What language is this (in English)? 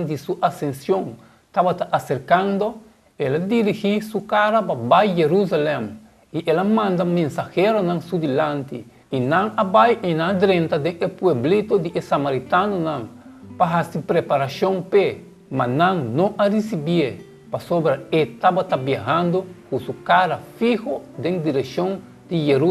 Papiamento